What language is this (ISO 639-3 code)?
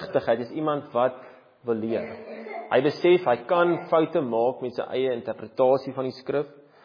afr